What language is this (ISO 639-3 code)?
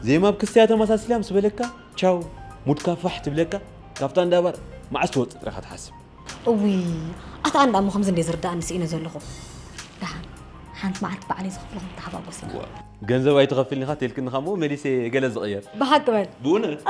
tir